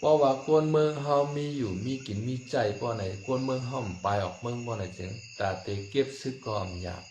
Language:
Shan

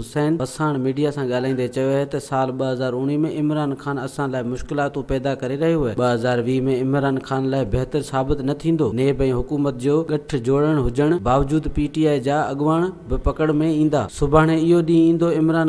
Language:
Sindhi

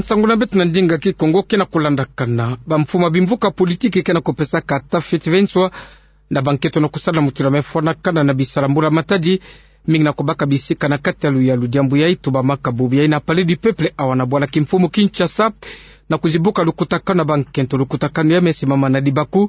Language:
Kituba (Democratic Republic of Congo)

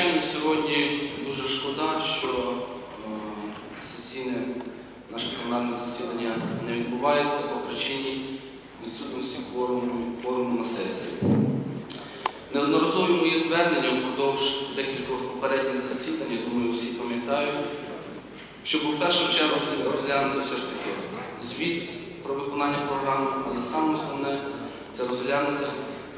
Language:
Ukrainian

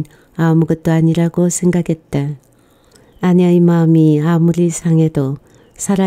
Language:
Korean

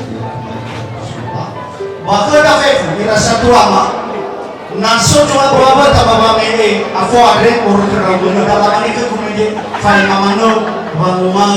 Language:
Nias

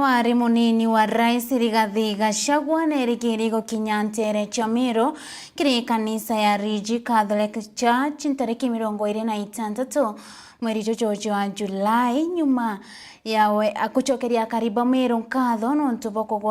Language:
Meru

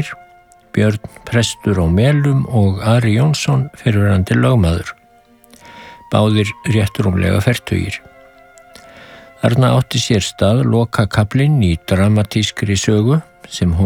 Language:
Icelandic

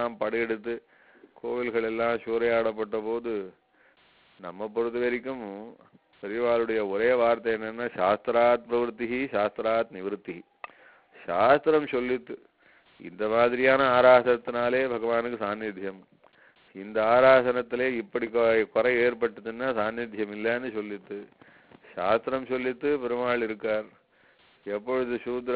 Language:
Tamil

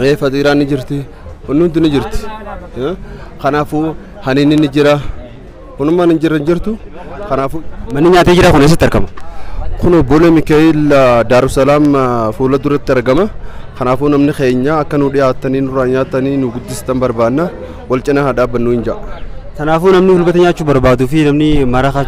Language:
Oromo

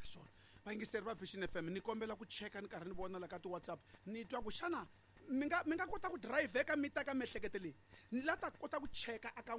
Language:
Tsonga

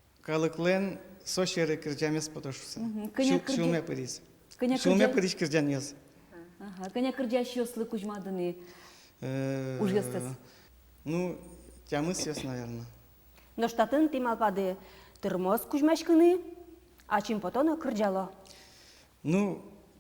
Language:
Udmurt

